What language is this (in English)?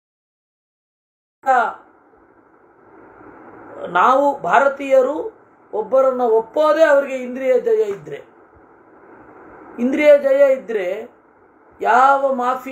Kannada